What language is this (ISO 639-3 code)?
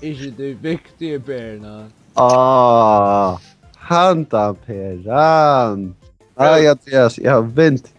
fao